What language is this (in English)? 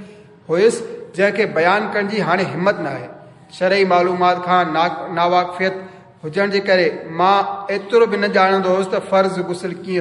Sindhi